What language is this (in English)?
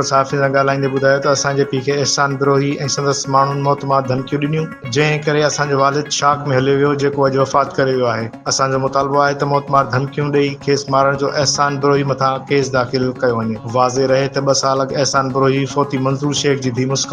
Sindhi